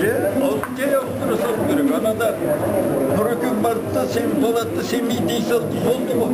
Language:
Kazakh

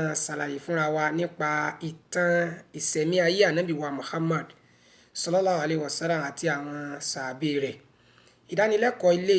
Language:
Yoruba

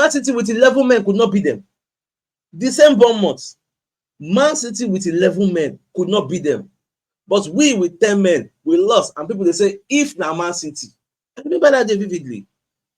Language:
Nigerian Pidgin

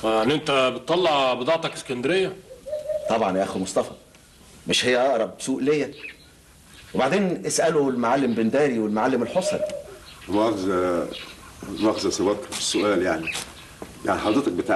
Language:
Egyptian Arabic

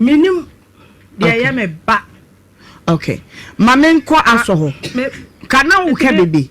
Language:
Akan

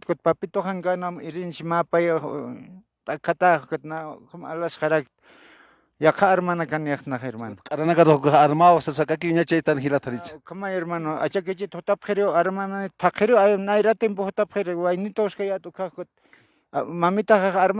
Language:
Aymara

